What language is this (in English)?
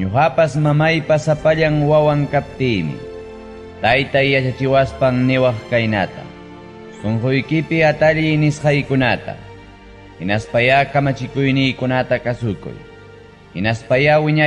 Ayacucho Quechua